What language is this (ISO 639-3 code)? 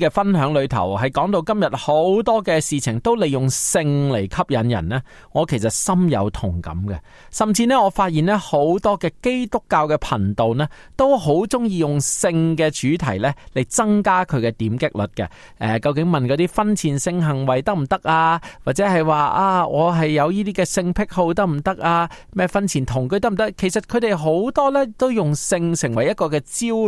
yue